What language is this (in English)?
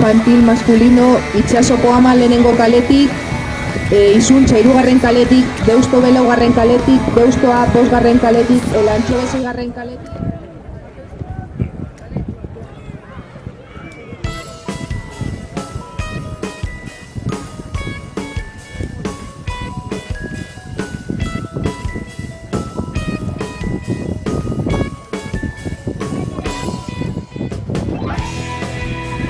Basque